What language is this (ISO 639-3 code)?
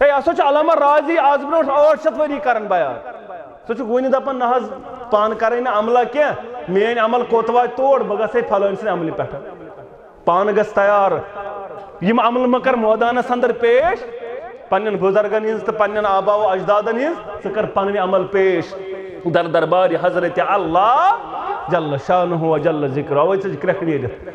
kas